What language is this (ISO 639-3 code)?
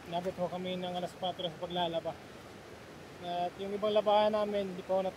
fil